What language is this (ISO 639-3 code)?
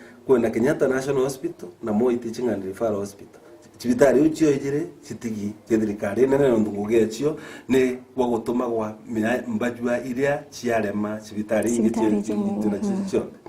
mer